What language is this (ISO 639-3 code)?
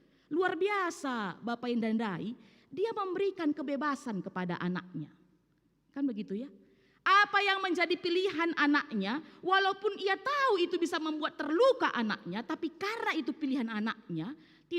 btx